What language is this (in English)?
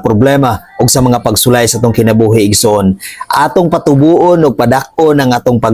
Cebuano